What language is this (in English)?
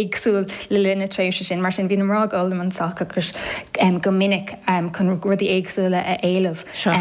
Irish